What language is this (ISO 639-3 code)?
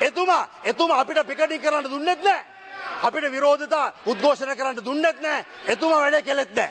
sin